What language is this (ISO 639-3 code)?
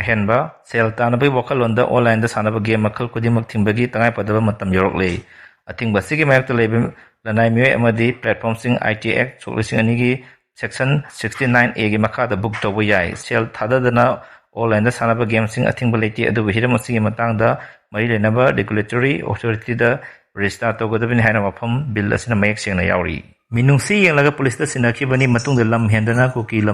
mni